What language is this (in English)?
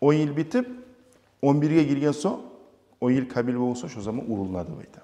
Kumyk